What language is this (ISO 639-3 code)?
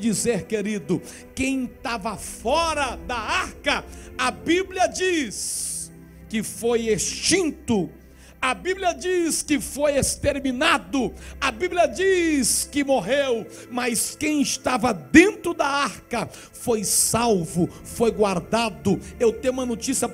por